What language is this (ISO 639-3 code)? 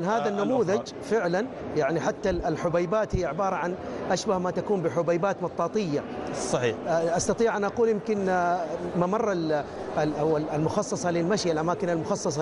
ara